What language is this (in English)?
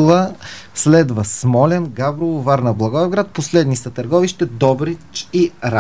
Bulgarian